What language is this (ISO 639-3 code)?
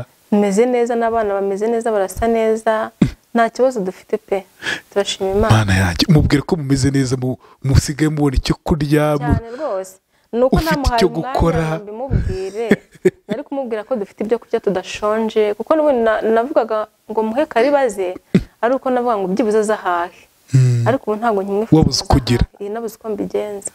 kin